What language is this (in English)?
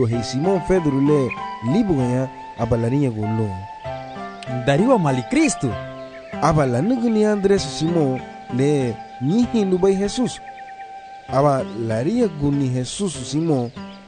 Garifuna